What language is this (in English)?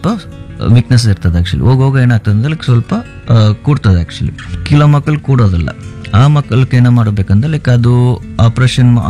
Kannada